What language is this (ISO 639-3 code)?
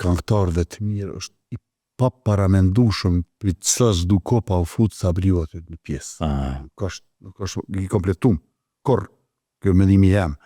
sqi